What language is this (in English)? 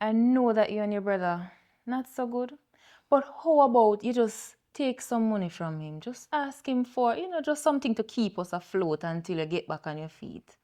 Jamaican Creole English